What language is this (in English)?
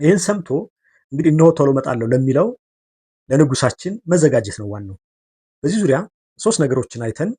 Amharic